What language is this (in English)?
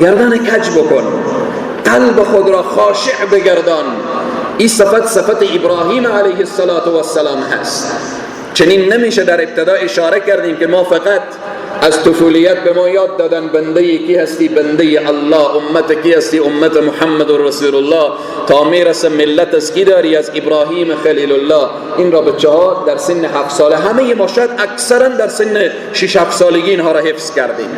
Persian